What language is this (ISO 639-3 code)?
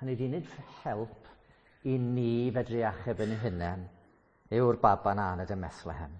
cym